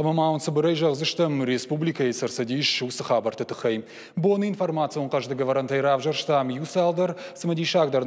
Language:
Ossetic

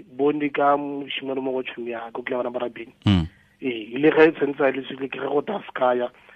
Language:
Tswana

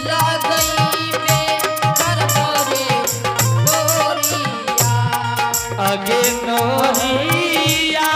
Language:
Angika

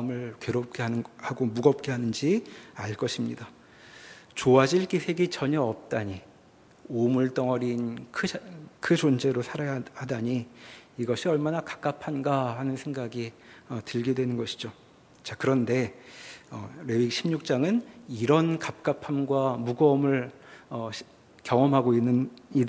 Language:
Korean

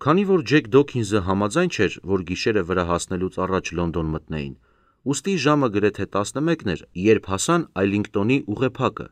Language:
Armenian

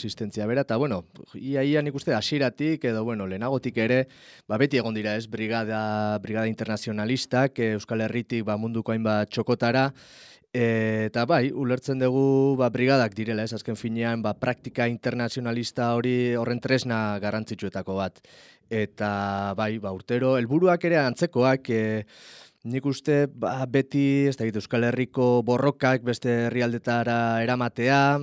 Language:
Basque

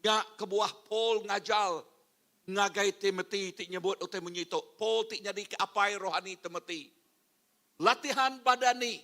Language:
Iban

